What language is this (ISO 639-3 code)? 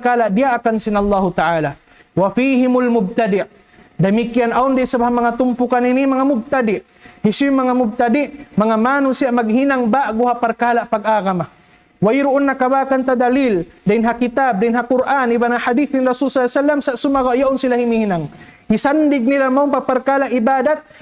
tsg